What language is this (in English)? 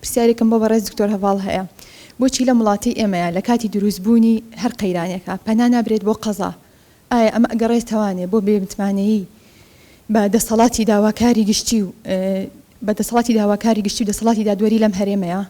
Central Kurdish